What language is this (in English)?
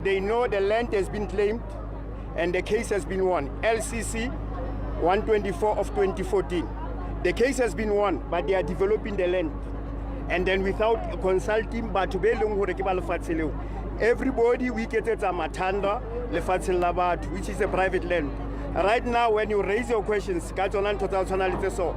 Venda